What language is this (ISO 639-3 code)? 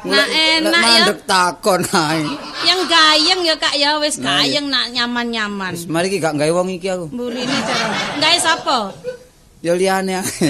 jav